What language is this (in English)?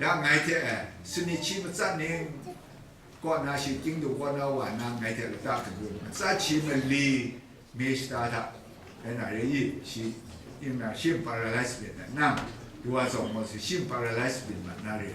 Kachin